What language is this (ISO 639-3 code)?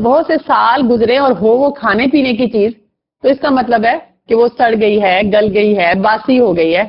urd